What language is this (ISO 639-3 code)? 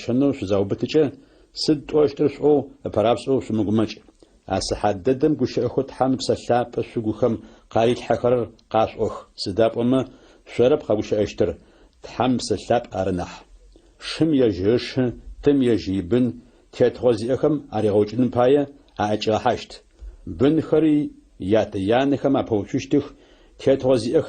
ady